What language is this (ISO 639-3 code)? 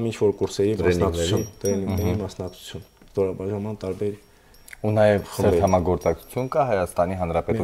hye